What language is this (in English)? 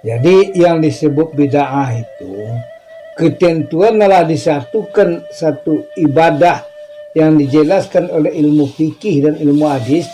Minangkabau